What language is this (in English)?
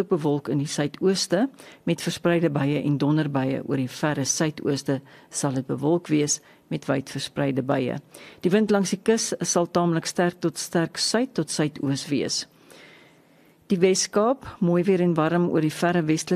Afrikaans